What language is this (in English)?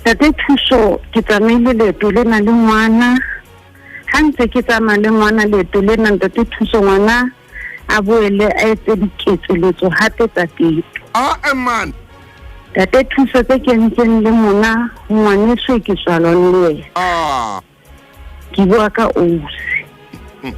Southern Sotho